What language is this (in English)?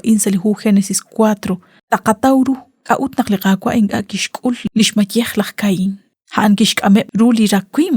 Kekchí